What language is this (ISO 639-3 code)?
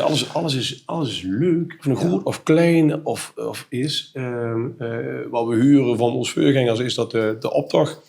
lim